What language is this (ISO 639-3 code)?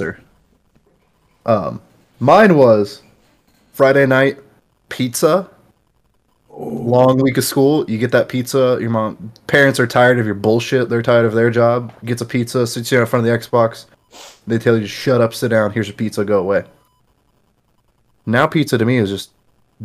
eng